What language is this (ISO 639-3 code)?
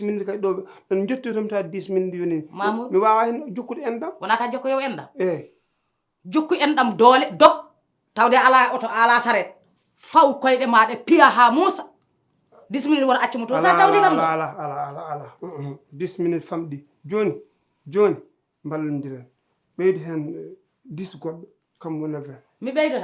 ful